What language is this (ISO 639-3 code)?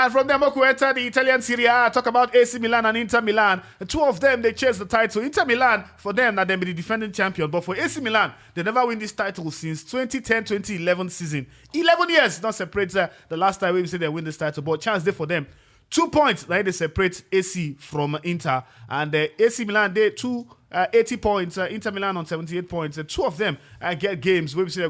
pcm